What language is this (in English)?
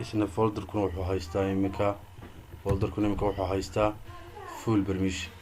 Somali